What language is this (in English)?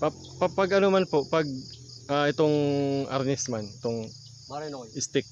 Bikol